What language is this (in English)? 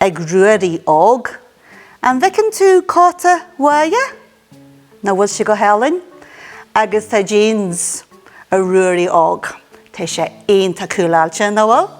Irish